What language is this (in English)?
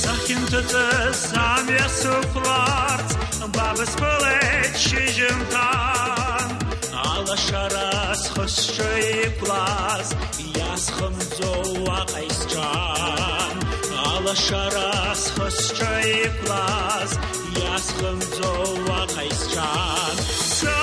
Abkhazian